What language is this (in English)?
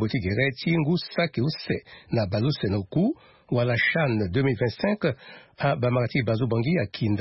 Sango